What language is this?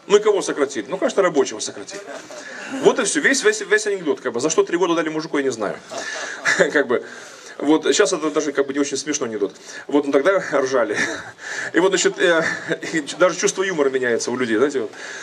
Russian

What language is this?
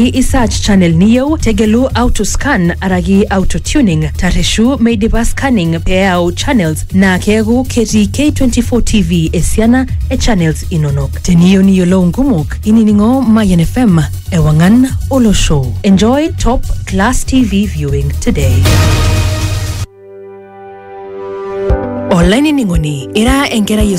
Masai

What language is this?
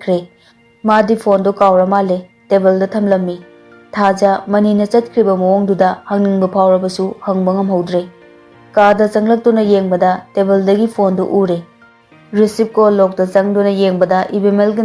Manipuri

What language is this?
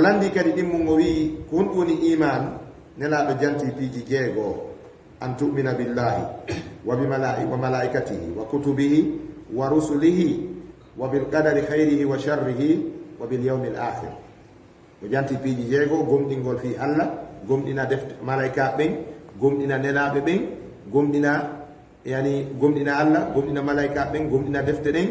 Fula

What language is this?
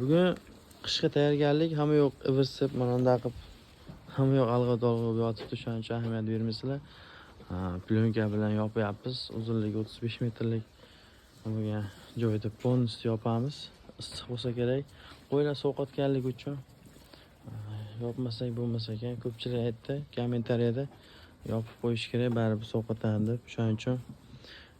Uzbek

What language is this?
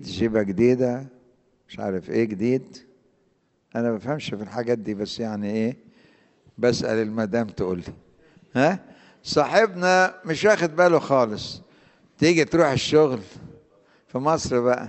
Egyptian Arabic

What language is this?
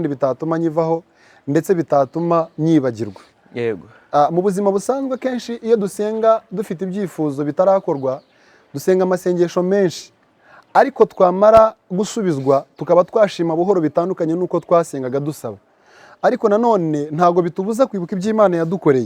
Kinyarwanda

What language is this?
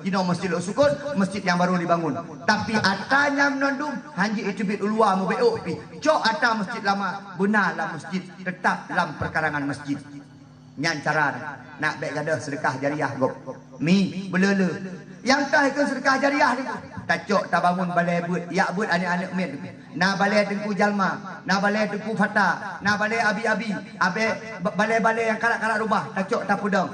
Achinese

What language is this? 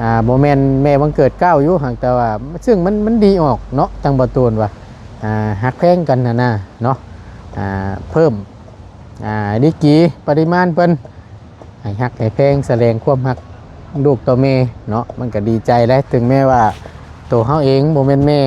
Northeastern Thai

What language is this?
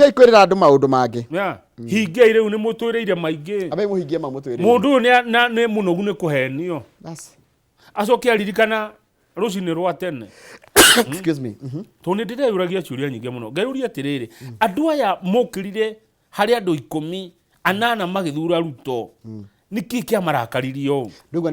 Kikuyu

